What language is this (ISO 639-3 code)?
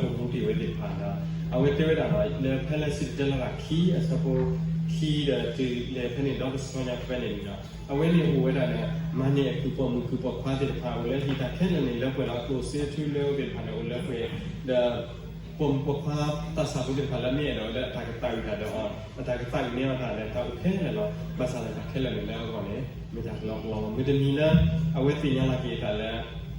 ksw